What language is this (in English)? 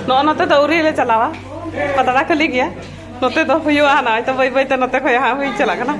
Santali